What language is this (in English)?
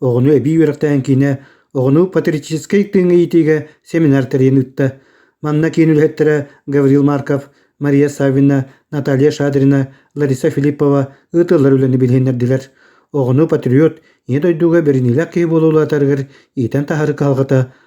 Yakut